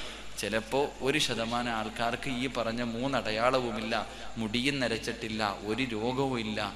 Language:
Malayalam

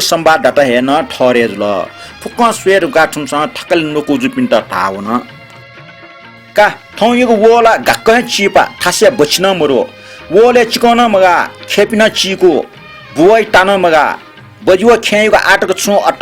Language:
Newari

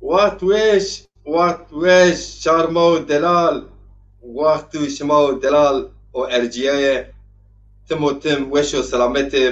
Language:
Zaza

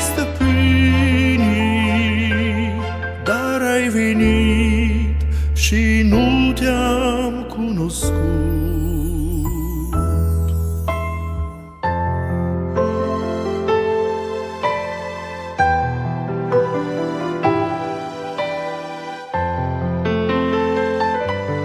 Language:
Romanian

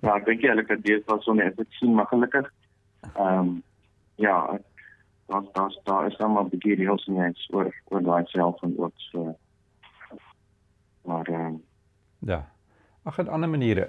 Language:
Afrikaans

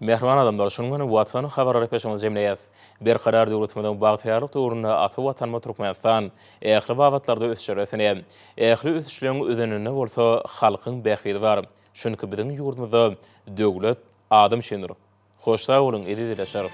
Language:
Turkmen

